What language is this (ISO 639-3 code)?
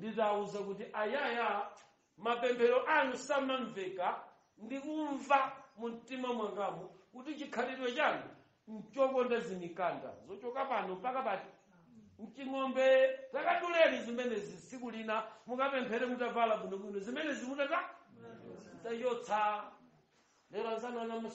nya